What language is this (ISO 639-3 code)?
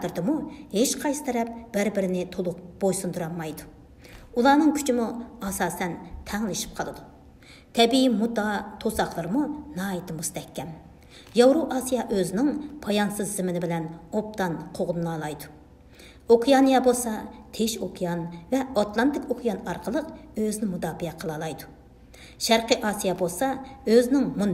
uig